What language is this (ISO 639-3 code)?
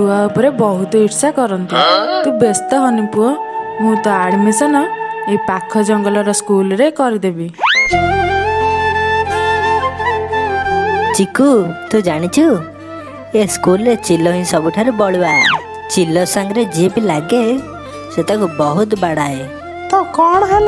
ori